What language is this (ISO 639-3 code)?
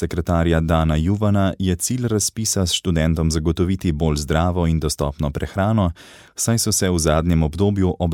slv